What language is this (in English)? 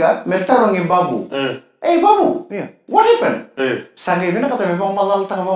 Fijian